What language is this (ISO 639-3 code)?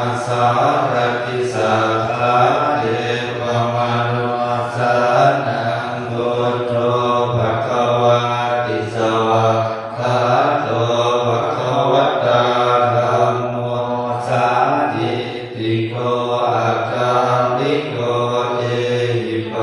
pli